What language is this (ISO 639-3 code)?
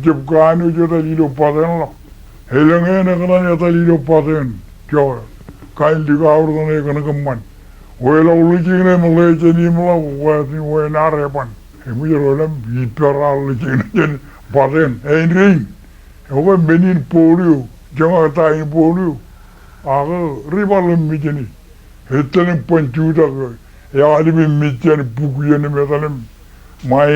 mah